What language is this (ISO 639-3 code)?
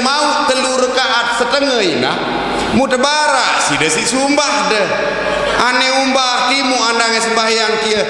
sas